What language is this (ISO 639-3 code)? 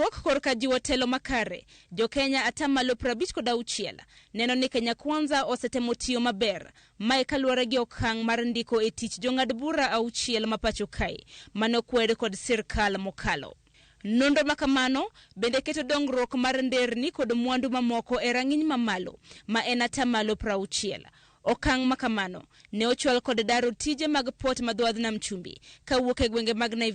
luo